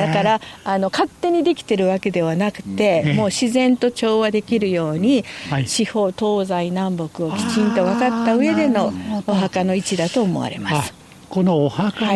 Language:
Japanese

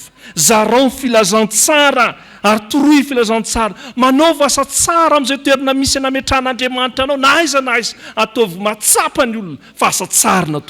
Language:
Malagasy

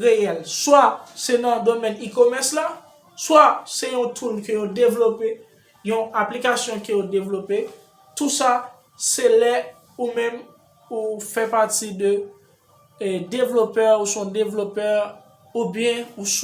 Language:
Haitian Creole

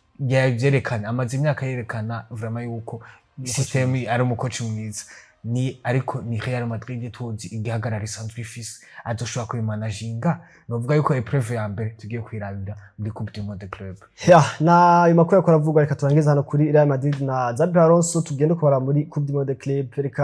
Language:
Rundi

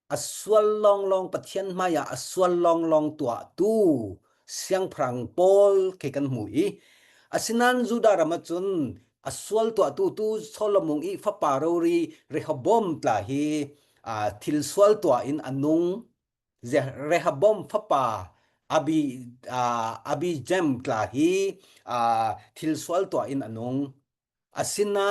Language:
Falam Chin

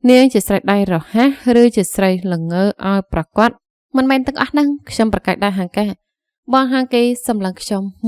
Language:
Khmer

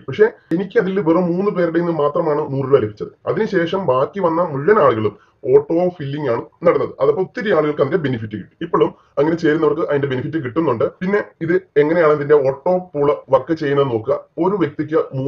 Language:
Malayalam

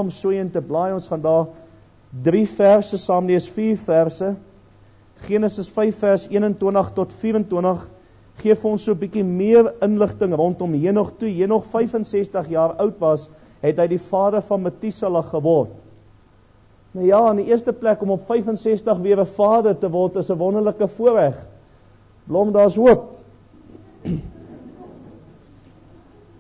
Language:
Afrikaans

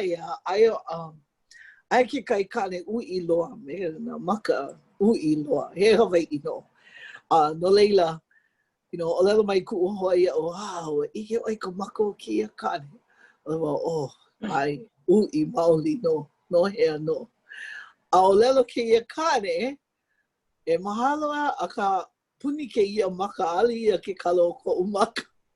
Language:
Hawaiian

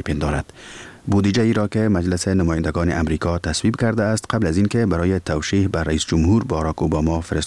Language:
Persian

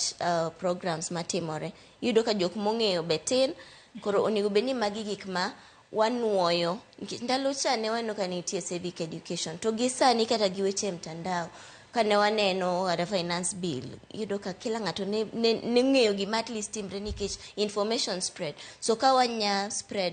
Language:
Luo (Kenya and Tanzania)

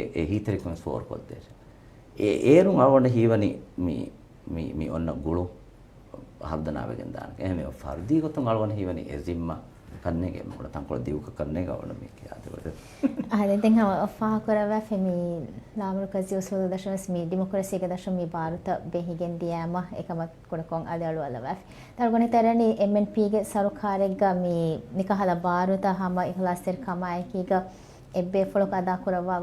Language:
Divehi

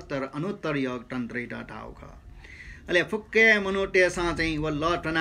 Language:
Newari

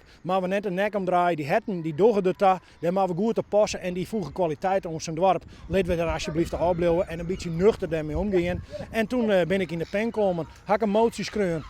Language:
Western Frisian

